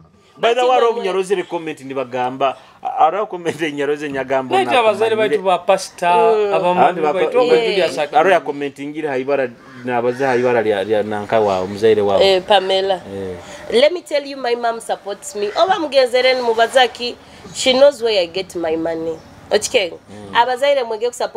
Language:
Nyoro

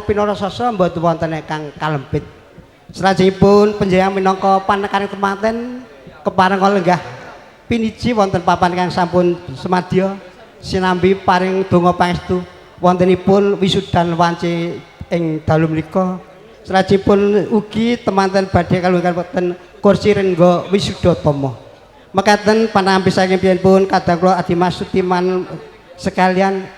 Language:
Javanese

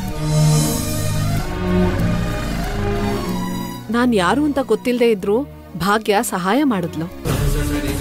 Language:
Kannada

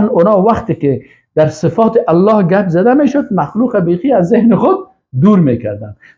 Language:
Persian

